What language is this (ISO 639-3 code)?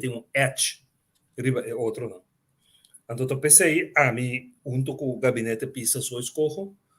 pap